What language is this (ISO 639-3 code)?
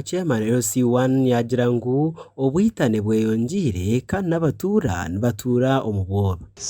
nyn